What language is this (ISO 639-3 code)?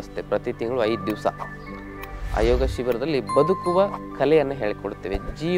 kan